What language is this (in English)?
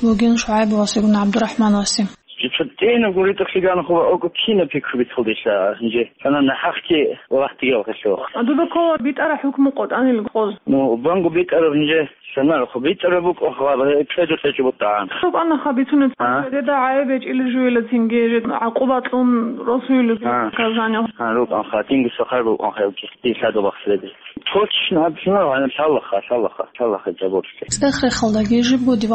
Avaric